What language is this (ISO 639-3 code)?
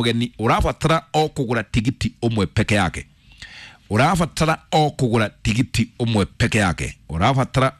kik